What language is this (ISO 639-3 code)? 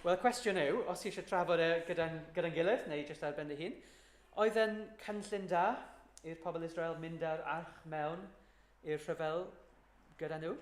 cym